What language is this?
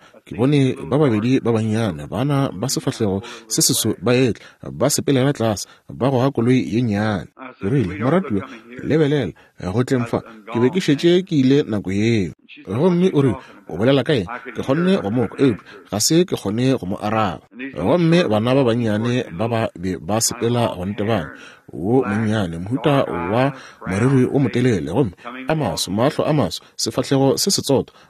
Northern Sotho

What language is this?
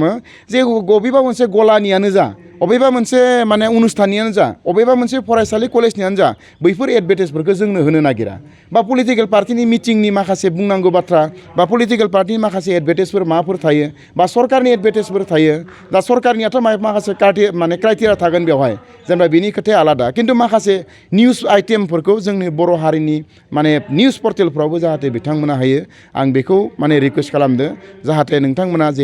Bodo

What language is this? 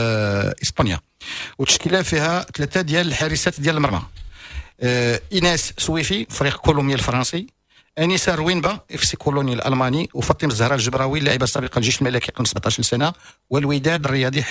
Moroccan Arabic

